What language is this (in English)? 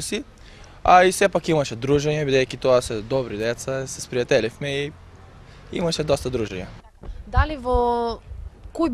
Macedonian